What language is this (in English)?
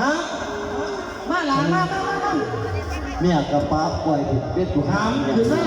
Northeastern Thai